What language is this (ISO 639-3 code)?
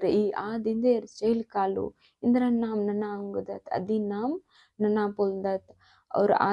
kru